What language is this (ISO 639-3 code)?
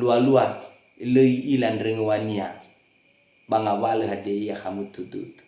nia